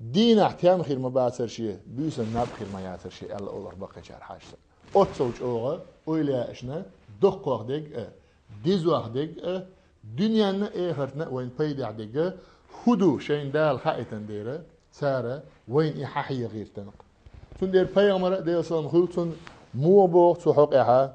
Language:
Chechen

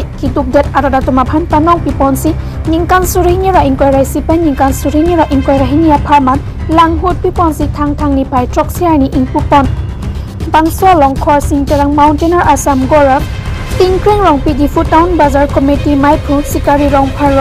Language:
Karbi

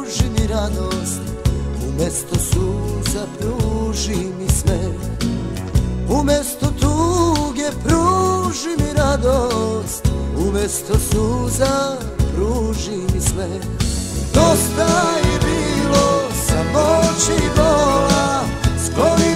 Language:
Serbian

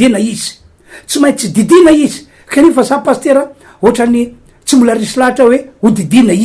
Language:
Malagasy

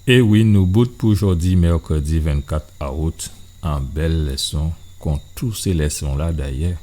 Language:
Guadeloupean Creole French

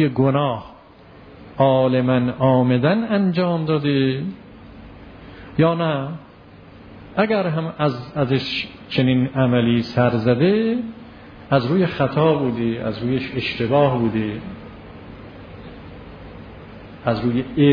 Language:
Persian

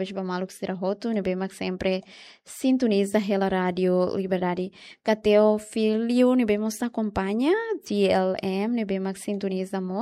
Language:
Tetum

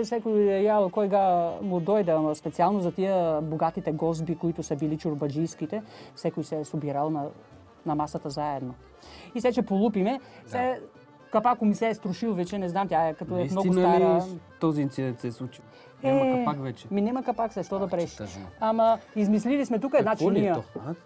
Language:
Bulgarian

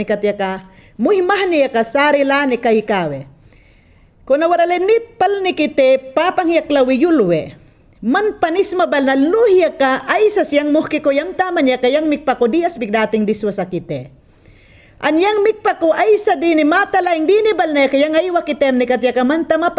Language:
Mayangna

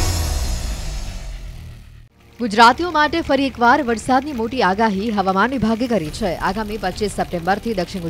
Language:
Gujarati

